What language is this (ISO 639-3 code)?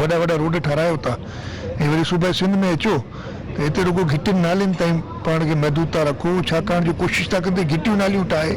snd